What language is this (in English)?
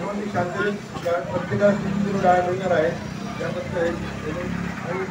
Marathi